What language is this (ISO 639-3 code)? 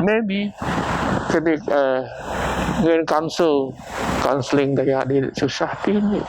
bth